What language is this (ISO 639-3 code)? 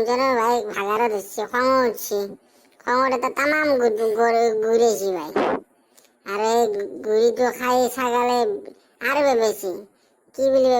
asm